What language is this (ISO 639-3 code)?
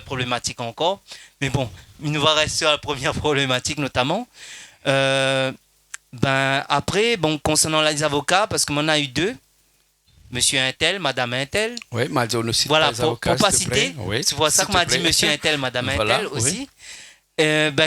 rcf